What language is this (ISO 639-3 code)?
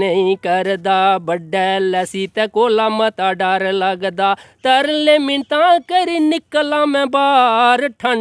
doi